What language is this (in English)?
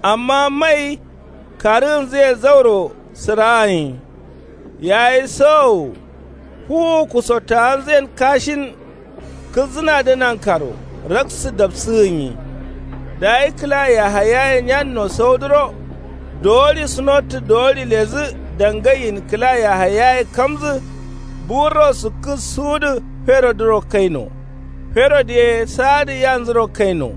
Kanuri